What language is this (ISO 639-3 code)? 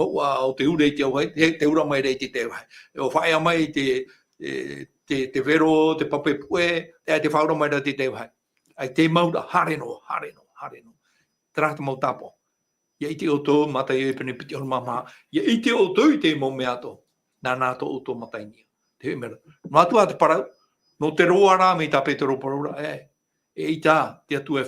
tah